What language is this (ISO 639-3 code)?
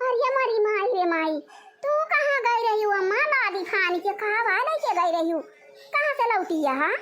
awa